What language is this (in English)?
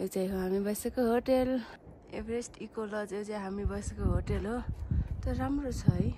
Nepali